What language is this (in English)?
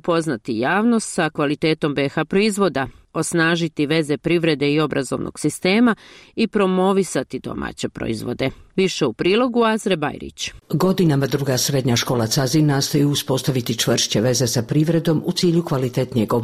Bosnian